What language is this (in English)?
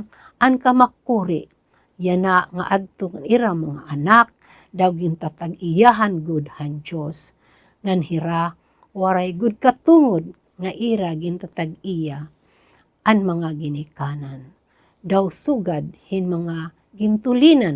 Waray